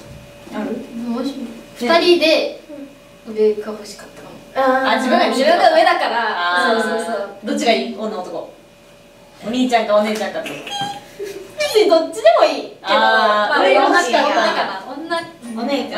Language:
Japanese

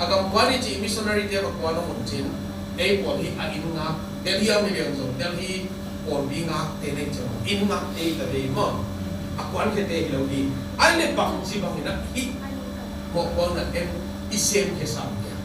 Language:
Tedim Chin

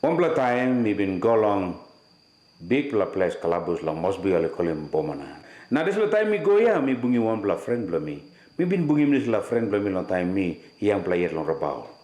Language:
Tok Pisin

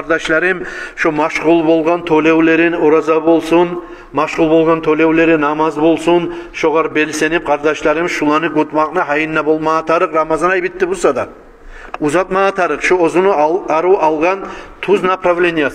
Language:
Kumyk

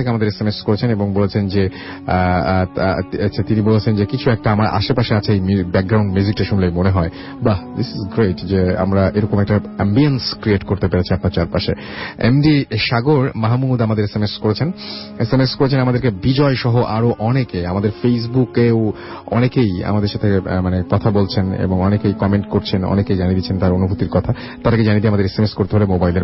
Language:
Bangla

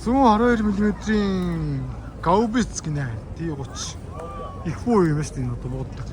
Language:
Mongolian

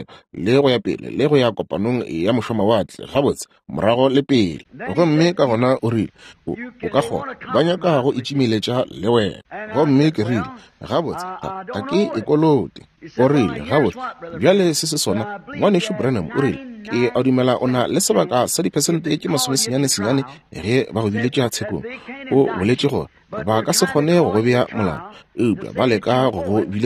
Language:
Northern Sotho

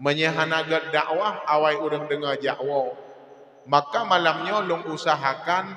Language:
Achinese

